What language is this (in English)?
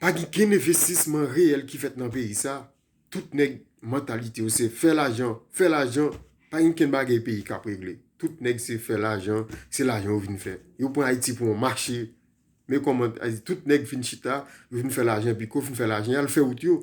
Haitian Creole